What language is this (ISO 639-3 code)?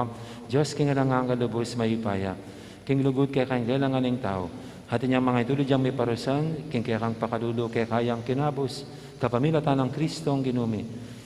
pam